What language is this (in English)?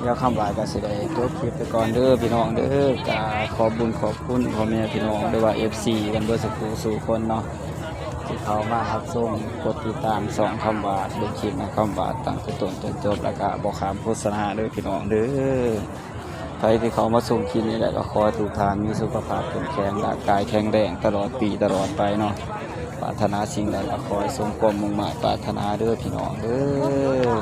Northeastern Thai